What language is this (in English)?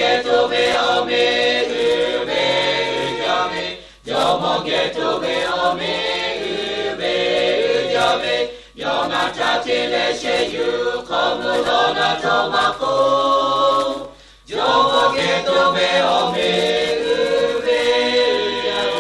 Lahu